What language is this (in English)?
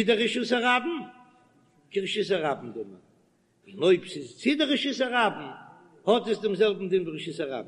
Yiddish